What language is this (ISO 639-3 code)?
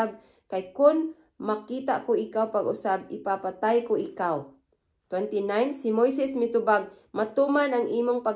ceb